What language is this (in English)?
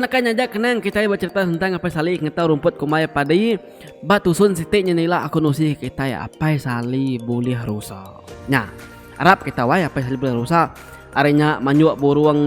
Iban